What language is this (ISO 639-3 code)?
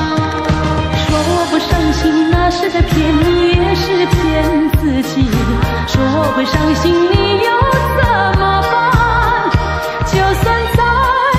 zho